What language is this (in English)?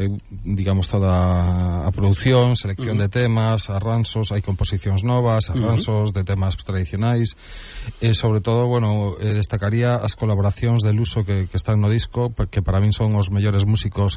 Galician